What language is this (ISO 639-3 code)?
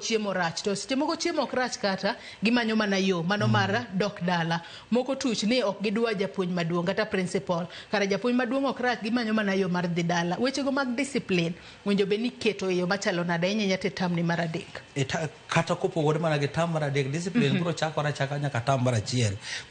luo